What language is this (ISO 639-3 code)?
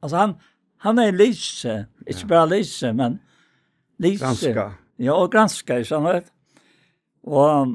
fao